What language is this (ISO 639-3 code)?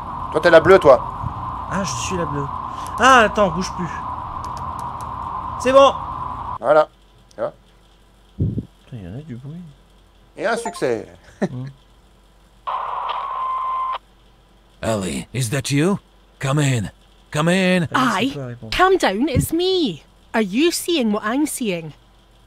fra